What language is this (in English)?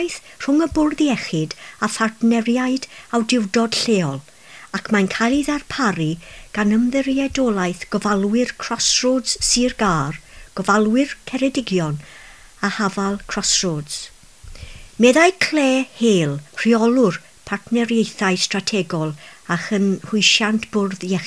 Welsh